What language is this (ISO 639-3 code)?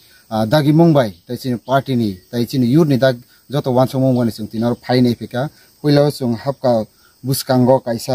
trp